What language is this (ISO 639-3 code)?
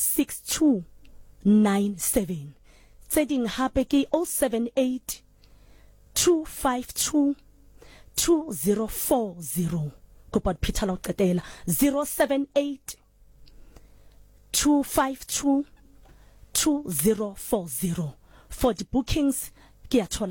sot